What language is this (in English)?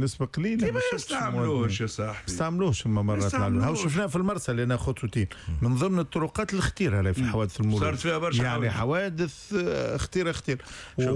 Tunisian Arabic